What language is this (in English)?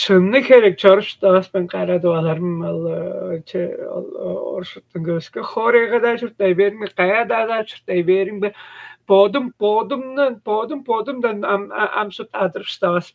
Tuvinian